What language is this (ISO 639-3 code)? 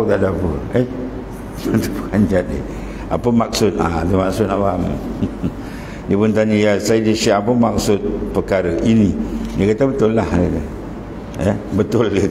msa